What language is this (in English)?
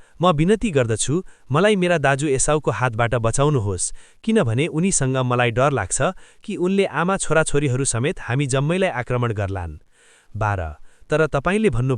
Nepali